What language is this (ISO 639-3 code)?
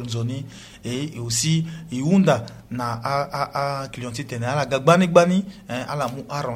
sag